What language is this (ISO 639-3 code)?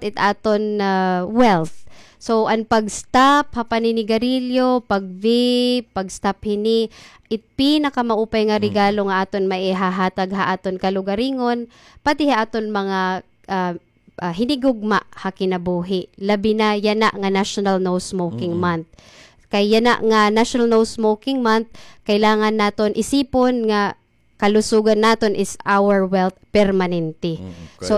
war